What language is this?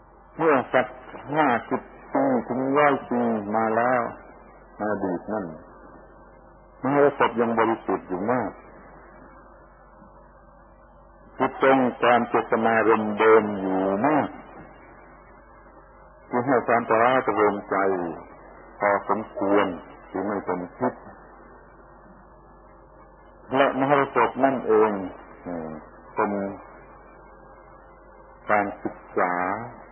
Thai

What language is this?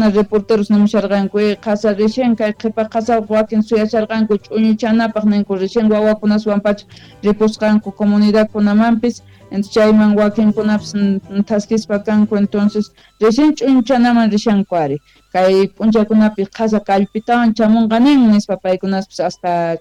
Quechua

